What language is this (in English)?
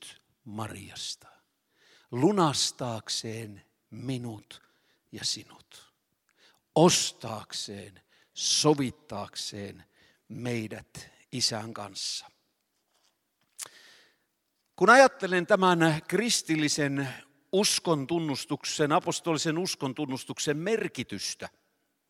Finnish